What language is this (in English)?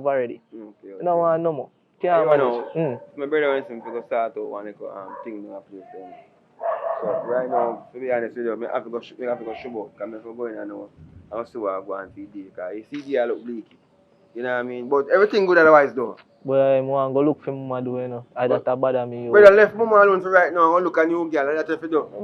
Jamaican Creole English